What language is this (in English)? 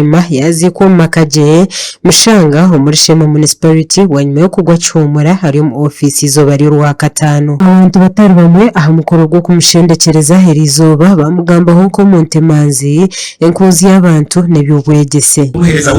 Nyankole